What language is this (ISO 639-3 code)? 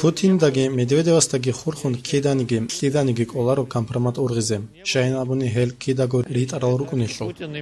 ava